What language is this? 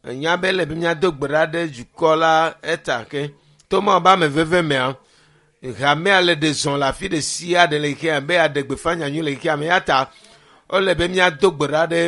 Ewe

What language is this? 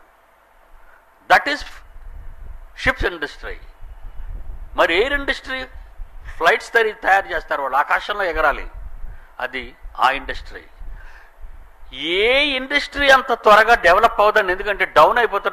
Telugu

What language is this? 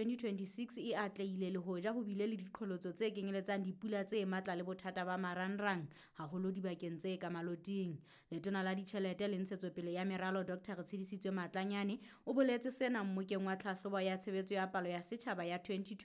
Southern Sotho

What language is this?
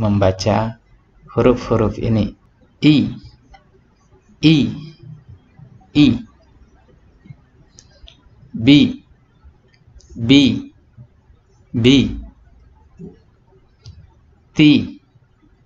Indonesian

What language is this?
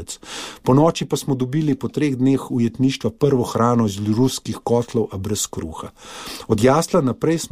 Slovenian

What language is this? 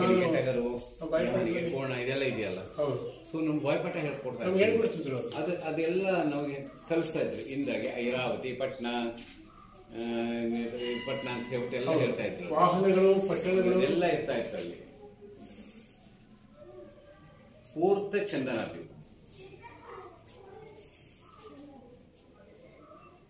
Kannada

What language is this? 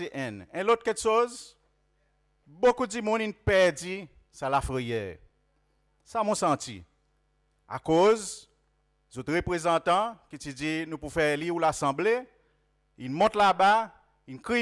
Seselwa Creole French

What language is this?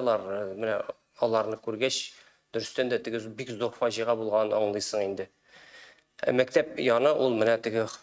Tatar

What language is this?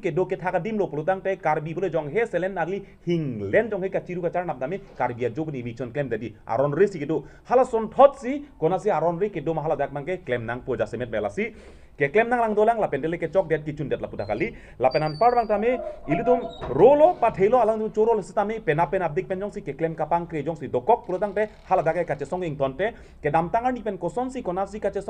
Karbi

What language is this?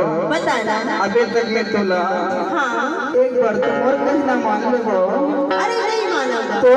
Chhattisgarhi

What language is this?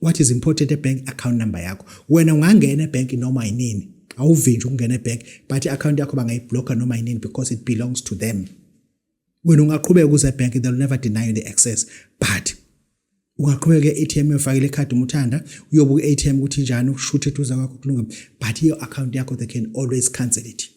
Zulu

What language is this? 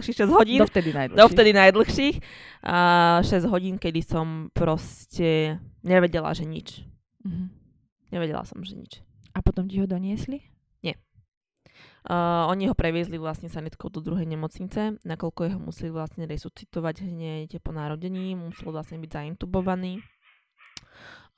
Slovak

